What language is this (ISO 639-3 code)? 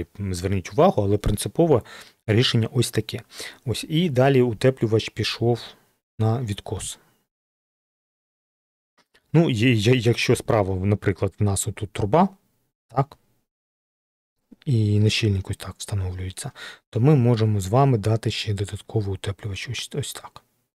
ukr